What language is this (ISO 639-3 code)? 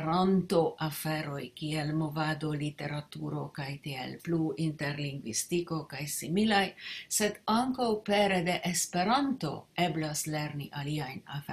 epo